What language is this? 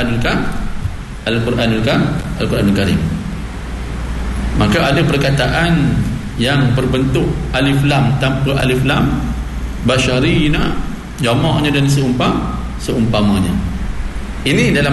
Malay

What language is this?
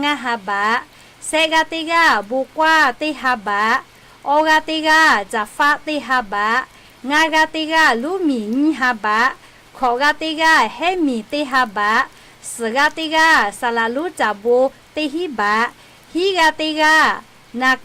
Lahu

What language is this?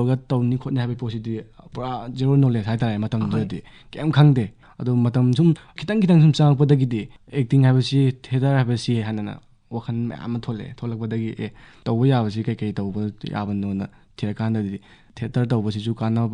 Manipuri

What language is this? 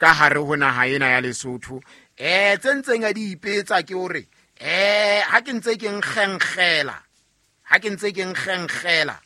Southern Sotho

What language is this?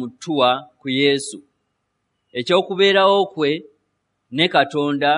Ganda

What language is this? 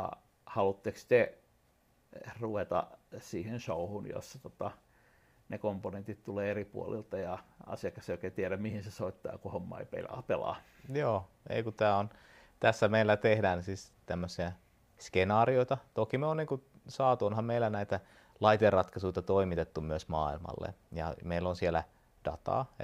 Finnish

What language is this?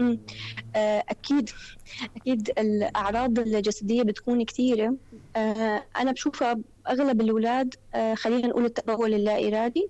North Levantine Arabic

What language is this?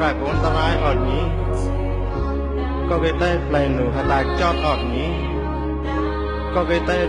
Mon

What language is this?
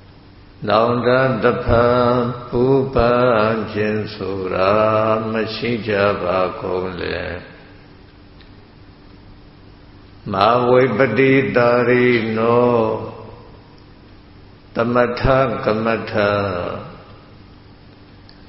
Burmese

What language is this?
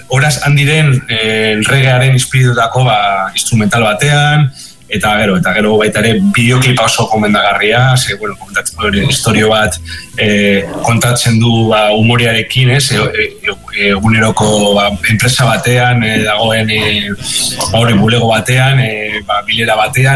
Basque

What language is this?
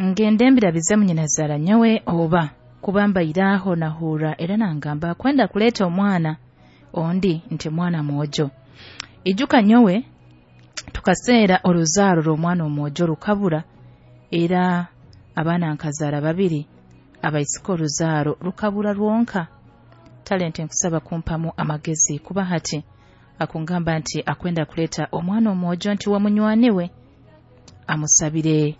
Nyoro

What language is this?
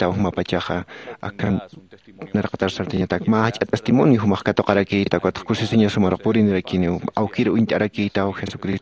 Aymara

